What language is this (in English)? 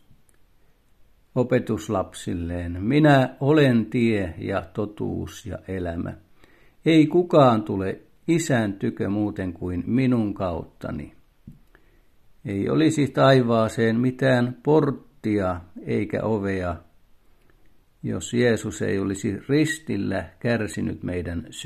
Finnish